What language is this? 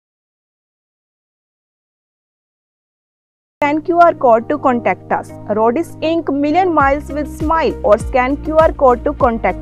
Punjabi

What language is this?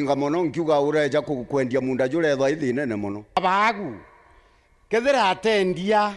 Meru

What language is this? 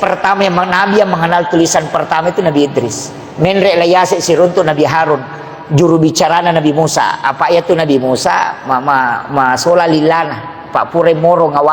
Buginese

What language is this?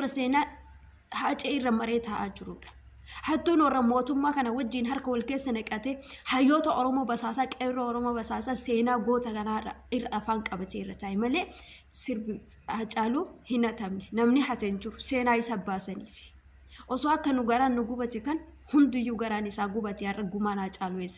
Oromo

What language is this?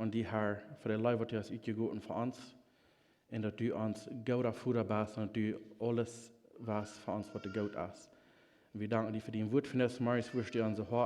Plautdietsch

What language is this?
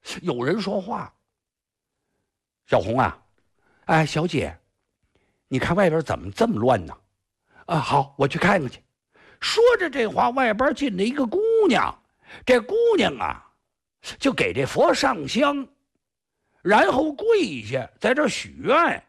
Chinese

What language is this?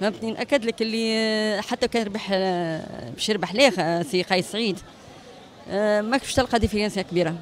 Tunisian Arabic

